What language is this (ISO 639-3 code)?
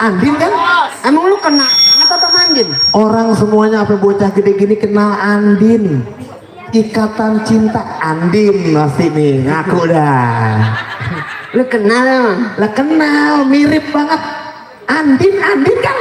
bew